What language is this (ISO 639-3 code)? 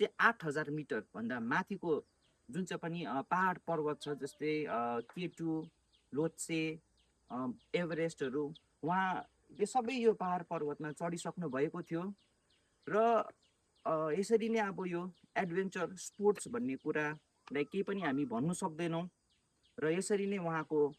nep